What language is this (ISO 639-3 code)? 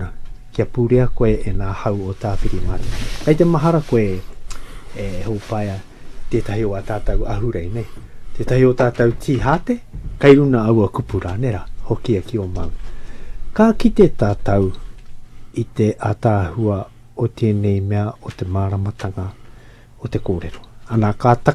mri